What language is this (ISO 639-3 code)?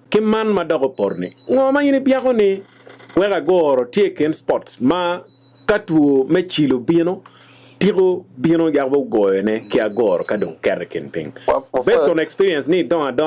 ach